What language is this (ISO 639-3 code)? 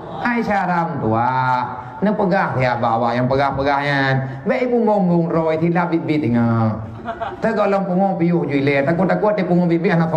ace